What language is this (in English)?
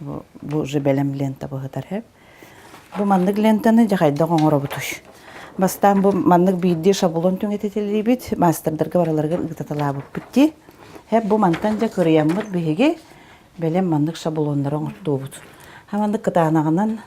Yakut